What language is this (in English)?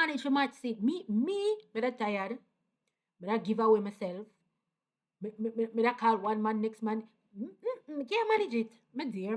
Jamaican Creole English